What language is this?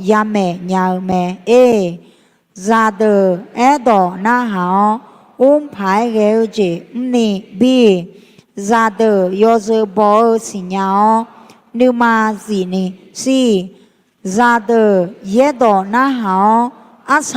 Akha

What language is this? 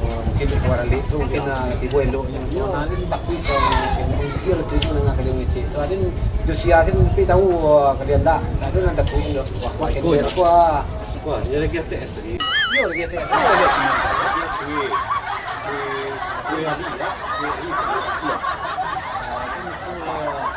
Minangkabau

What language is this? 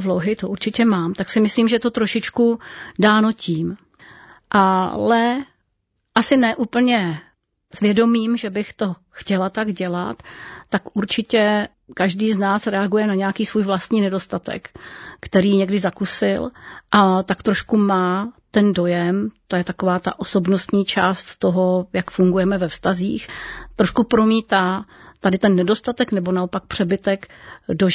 Czech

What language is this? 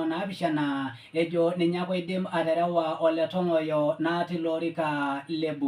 Masai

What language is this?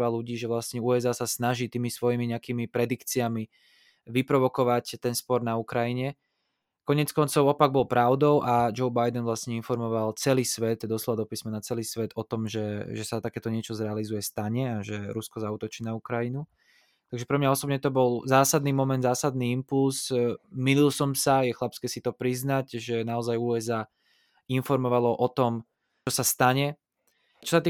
Slovak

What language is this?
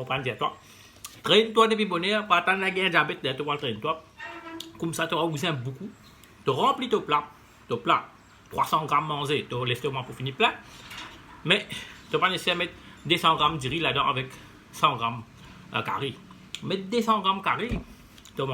Morisyen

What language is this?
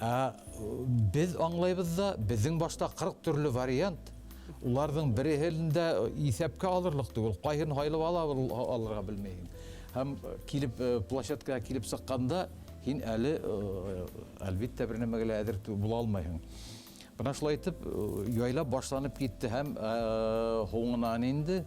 Bashkir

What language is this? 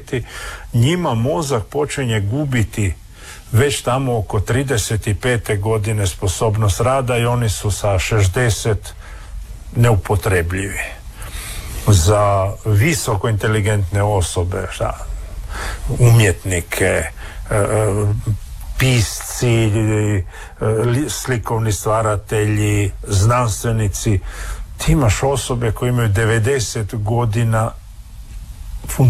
Croatian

